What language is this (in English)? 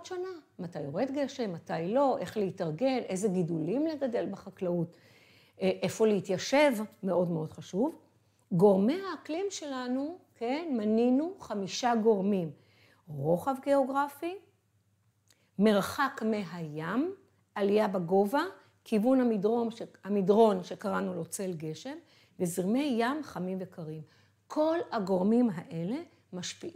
Hebrew